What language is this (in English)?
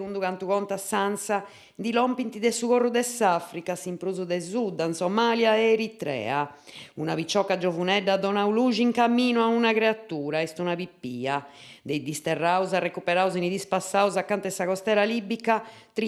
Sardinian